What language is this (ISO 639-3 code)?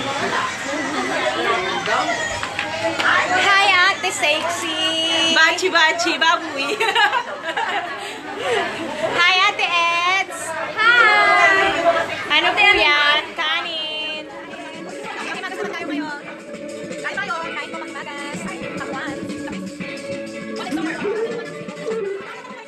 fil